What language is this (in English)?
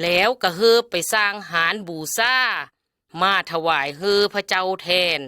Lao